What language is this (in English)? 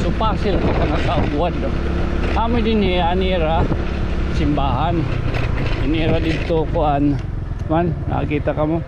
Waray